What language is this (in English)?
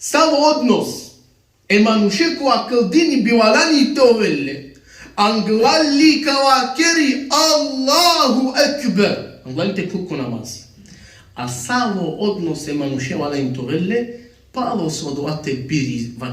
Balkan Romani